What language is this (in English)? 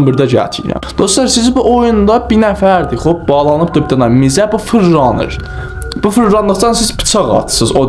South Azerbaijani